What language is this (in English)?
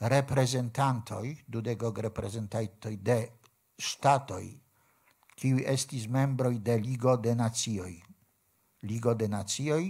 Esperanto